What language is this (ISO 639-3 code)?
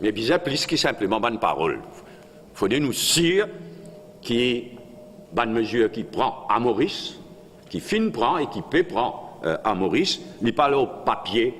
mfe